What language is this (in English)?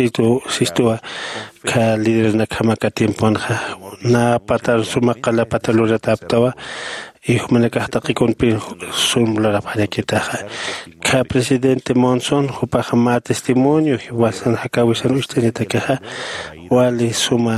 Aymara